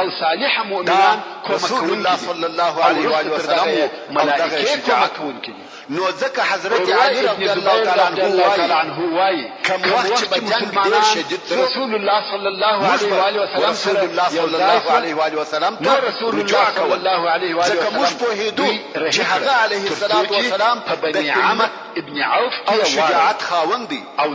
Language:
Pashto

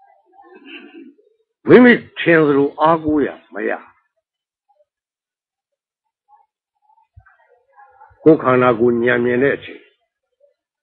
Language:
Burmese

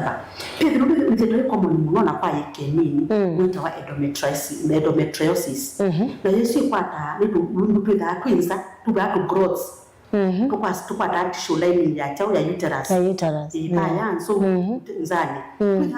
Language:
Kamba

